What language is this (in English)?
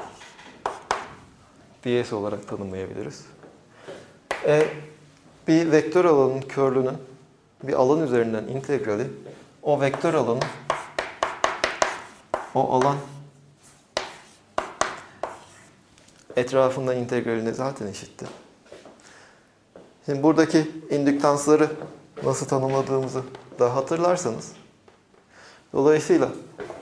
Turkish